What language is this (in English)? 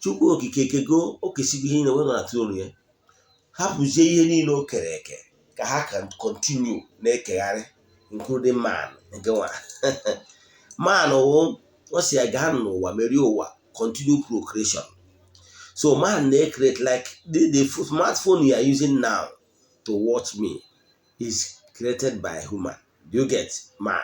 Igbo